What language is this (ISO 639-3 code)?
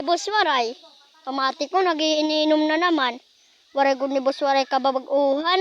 war